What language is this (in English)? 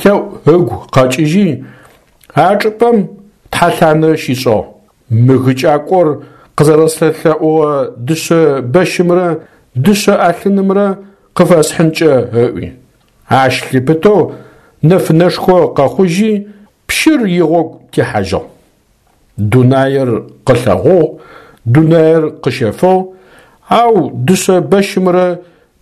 Adyghe